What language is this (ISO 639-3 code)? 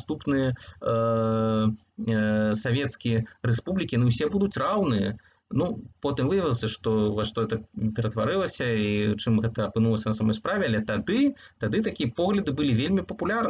bel